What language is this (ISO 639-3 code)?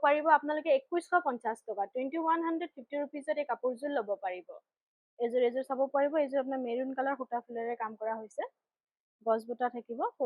asm